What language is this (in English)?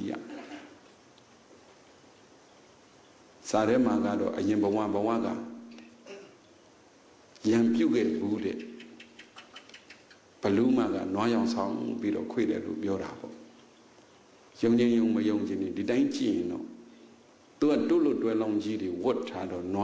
Burmese